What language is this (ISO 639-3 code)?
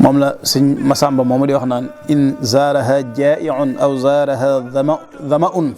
wol